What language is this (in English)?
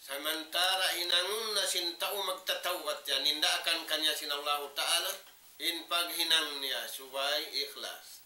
Tausug